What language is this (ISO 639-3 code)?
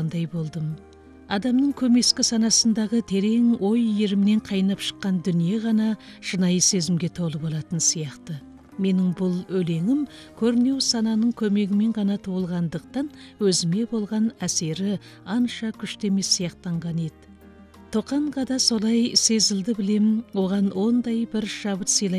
kaz